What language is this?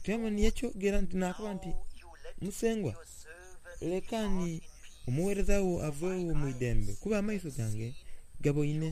Soga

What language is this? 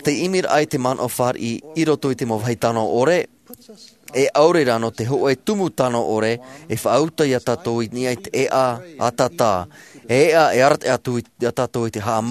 Tahitian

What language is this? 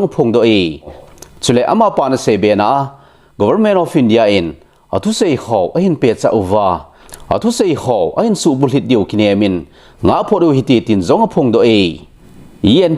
Thado Chin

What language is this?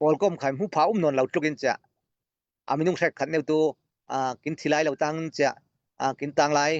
Falam Chin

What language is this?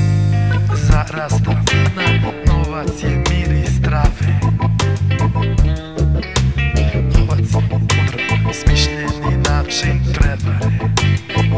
Serbian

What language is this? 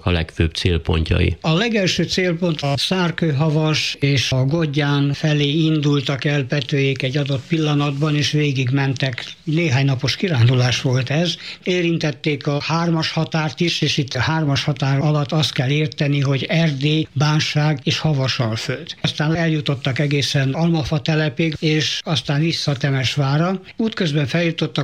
Hungarian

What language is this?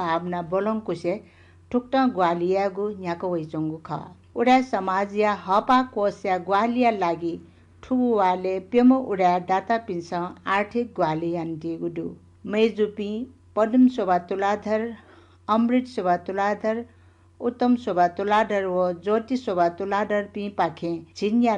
Newari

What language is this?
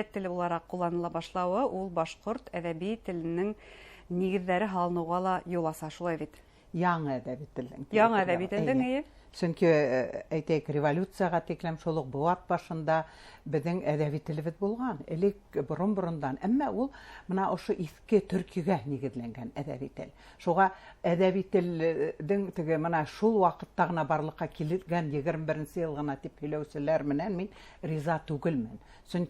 Bashkir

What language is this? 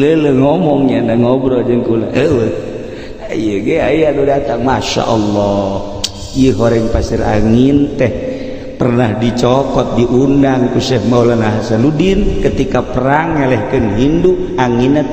Sundanese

